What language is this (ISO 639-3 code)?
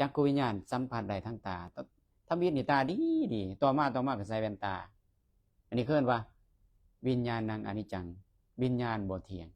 lao